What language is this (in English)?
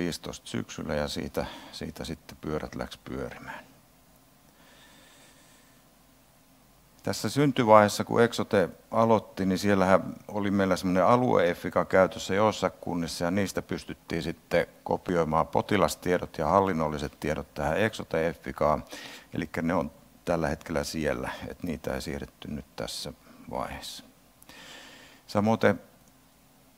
Finnish